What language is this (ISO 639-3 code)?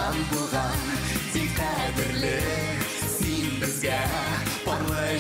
bak